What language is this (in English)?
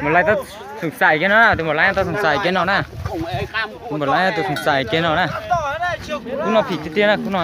Hmong